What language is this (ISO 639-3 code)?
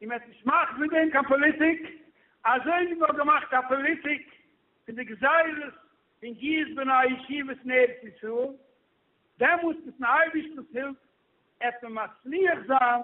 yid